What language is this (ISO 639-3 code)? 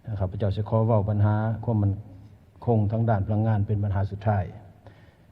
lao